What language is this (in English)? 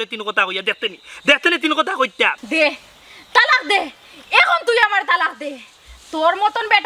Sylheti